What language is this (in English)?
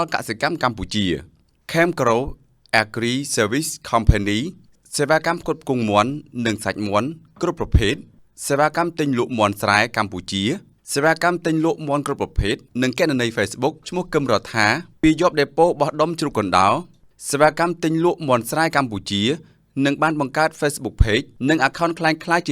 Khmer